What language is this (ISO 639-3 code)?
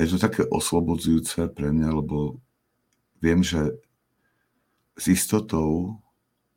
slk